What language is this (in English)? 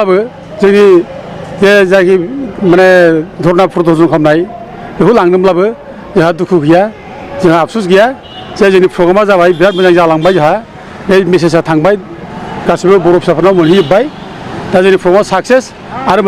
Bodo